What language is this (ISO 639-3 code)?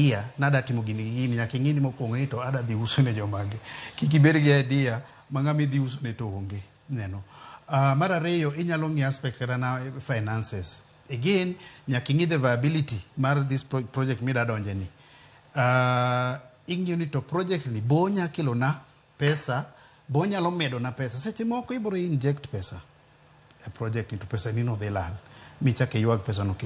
luo